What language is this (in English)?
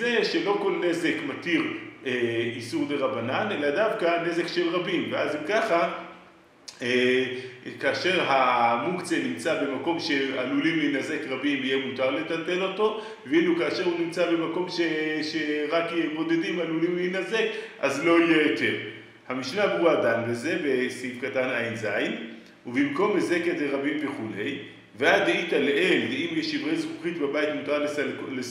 Hebrew